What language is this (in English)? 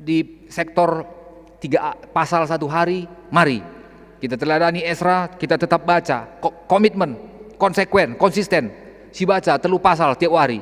Batak Karo